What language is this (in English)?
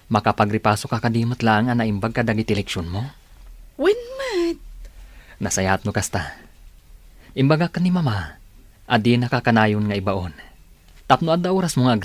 Iloko